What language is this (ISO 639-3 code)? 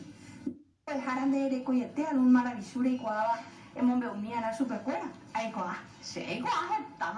grn